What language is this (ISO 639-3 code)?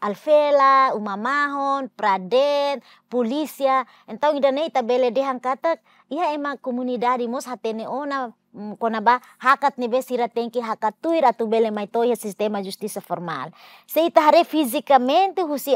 tet